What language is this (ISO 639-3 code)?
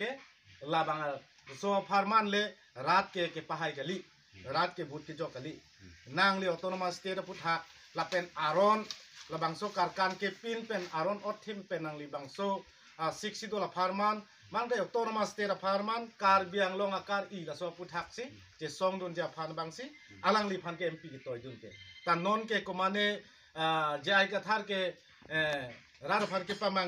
mjw